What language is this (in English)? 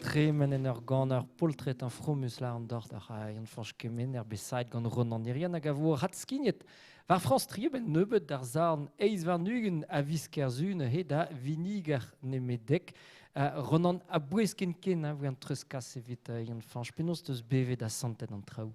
Breton